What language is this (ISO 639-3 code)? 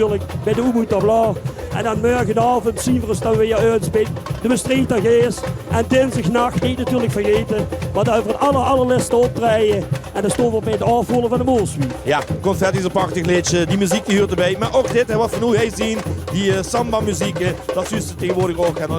lim